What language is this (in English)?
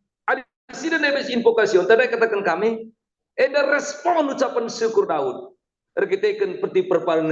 Batak Karo